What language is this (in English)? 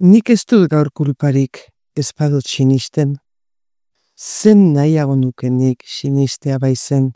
Basque